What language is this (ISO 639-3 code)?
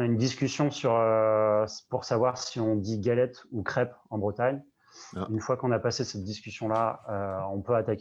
fra